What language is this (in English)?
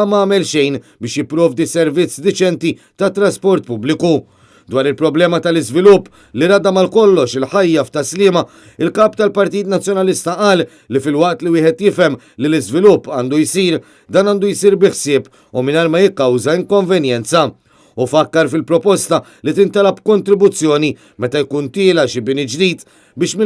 Maltese